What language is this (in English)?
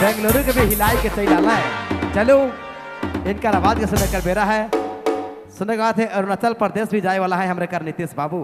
Sadri